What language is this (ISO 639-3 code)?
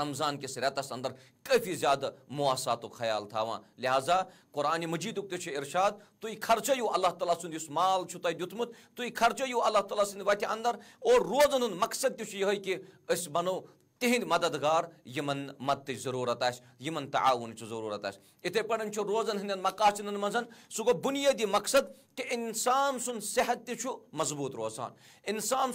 kas